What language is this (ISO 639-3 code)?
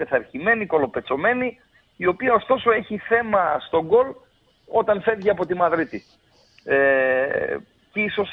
ell